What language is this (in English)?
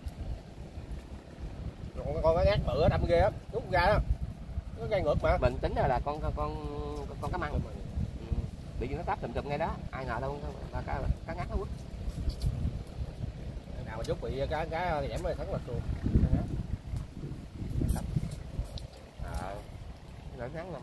Vietnamese